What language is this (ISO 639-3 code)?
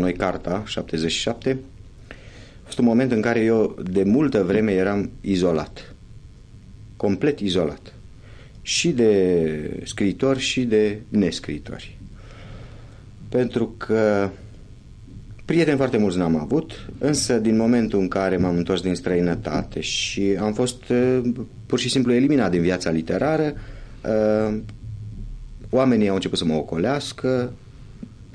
ron